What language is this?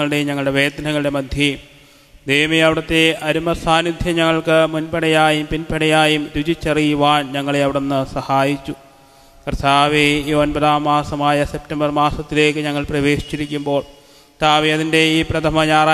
Malayalam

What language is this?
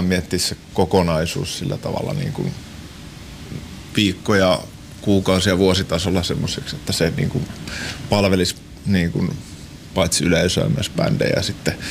Finnish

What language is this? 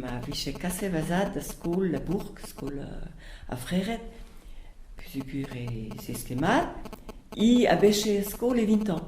Breton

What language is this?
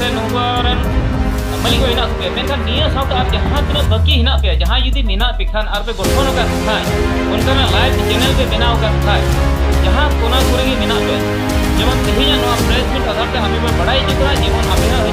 Santali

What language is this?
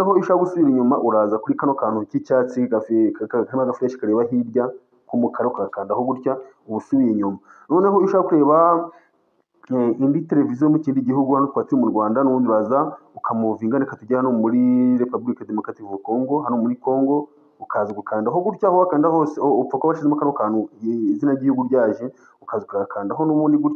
Kinyarwanda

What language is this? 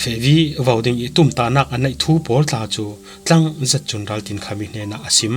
Falam Chin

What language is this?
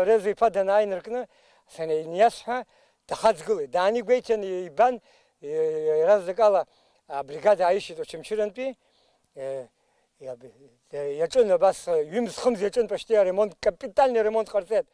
Abkhazian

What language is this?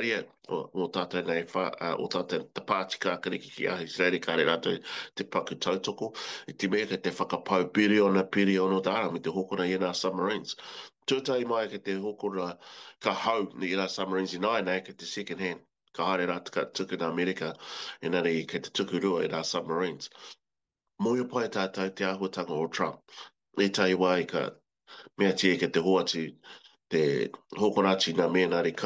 Māori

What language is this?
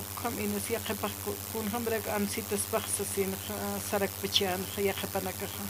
Aymara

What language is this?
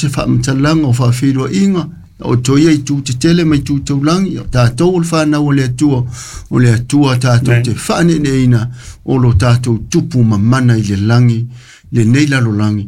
Samoan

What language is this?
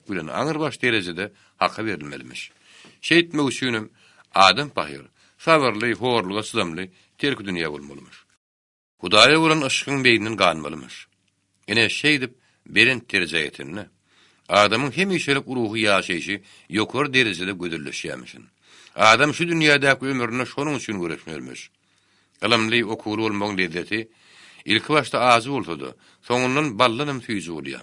Turkmen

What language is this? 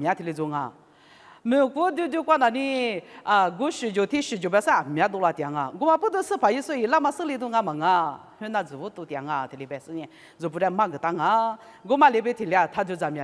Lisu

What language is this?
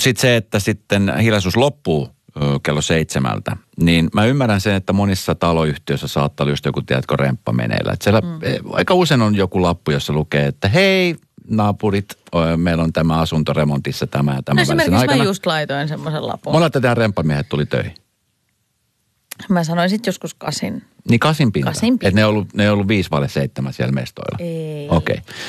Finnish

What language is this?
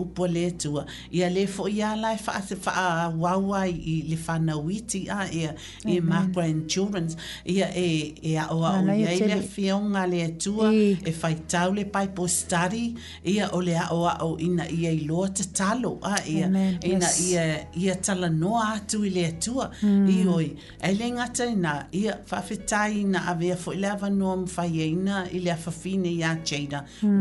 Samoan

